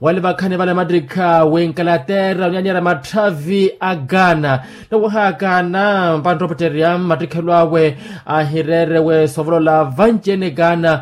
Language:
Makhuwa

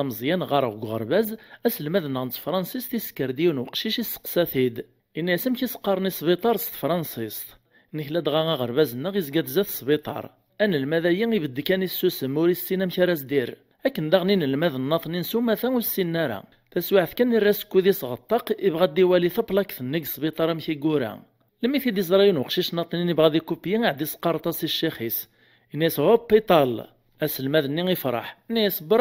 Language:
Kabyle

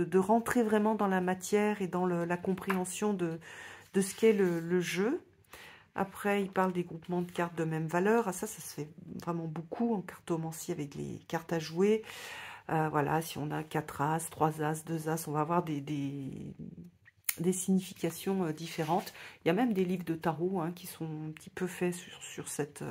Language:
French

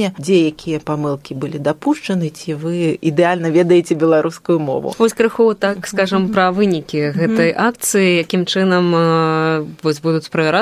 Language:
Belarusian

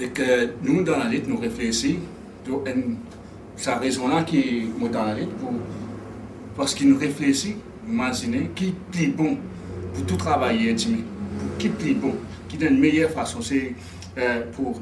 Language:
Morisyen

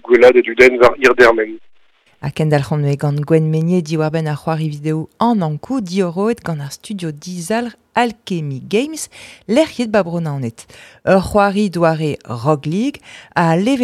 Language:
Breton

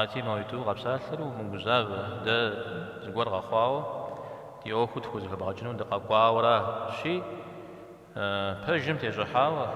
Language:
Kabardian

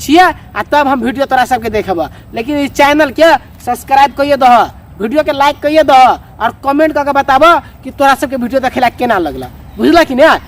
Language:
Maithili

